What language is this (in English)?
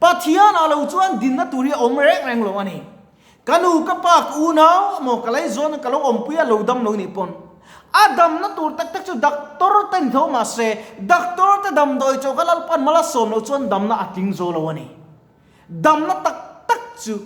Mizo